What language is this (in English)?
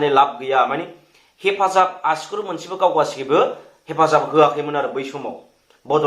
Bodo